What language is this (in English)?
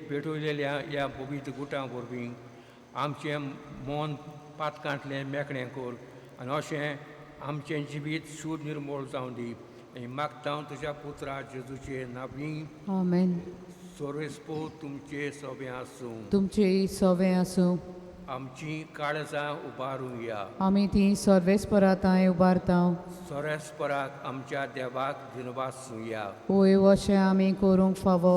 Konkani